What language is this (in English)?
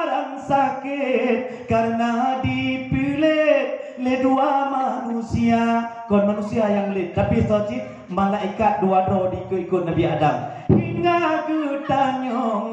Achinese